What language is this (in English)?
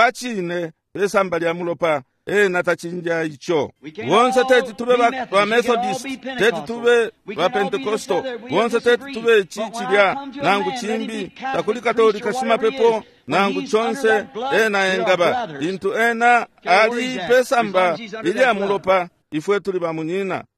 Bemba